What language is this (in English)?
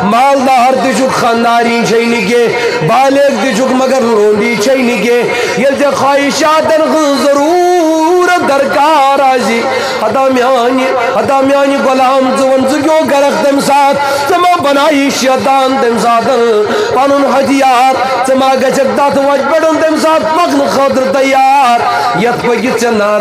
Kashmiri